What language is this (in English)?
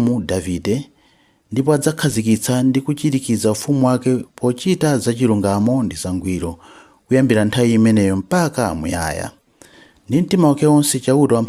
Nyanja